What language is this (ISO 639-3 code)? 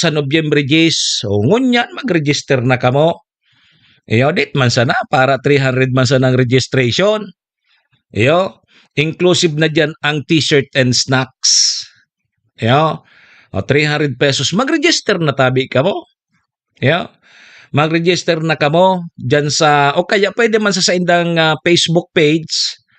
bik